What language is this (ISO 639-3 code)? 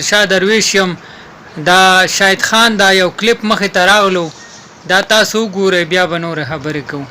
pus